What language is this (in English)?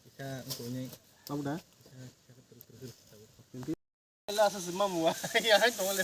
Kok Borok